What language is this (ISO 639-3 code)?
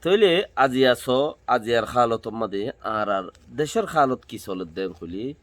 rhg